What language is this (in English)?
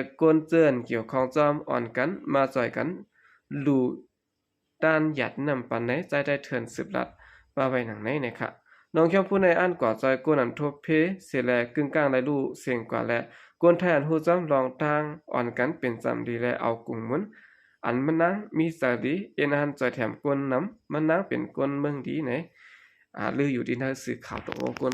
Shan